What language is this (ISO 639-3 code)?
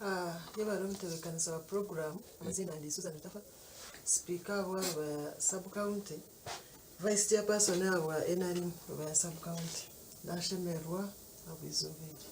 nyn